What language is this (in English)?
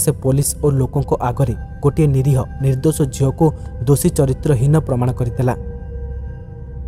Odia